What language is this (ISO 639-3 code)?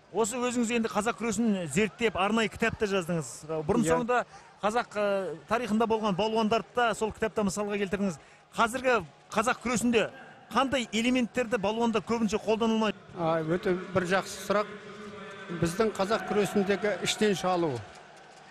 kaz